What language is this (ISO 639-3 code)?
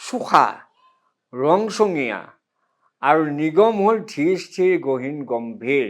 asm